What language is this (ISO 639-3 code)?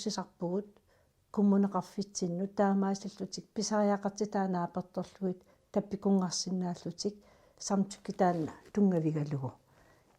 kal